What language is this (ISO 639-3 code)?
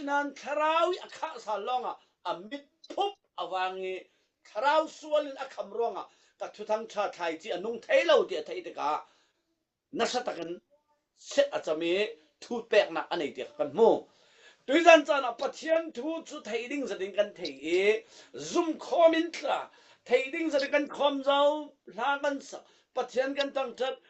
cfm